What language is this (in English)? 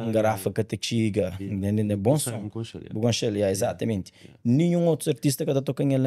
Kabuverdianu